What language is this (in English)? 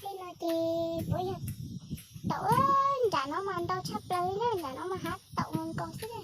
Hmong